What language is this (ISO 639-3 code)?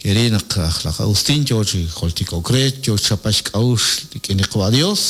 kek